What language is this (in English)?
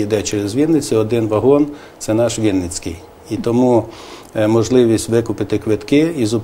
Ukrainian